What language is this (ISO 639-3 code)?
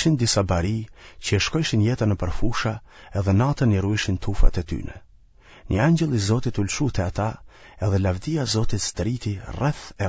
sqi